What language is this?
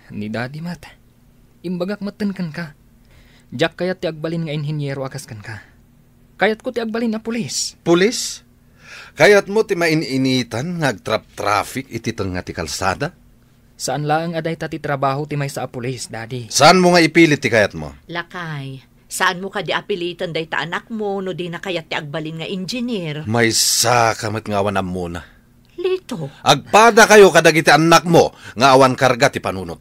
Iloko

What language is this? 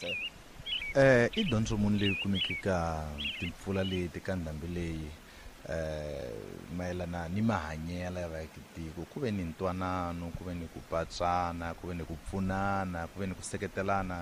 Tsonga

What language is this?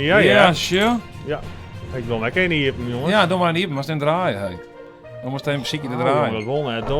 Western Frisian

